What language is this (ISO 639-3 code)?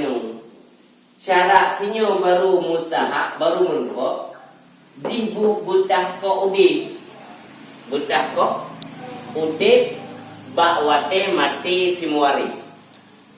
ace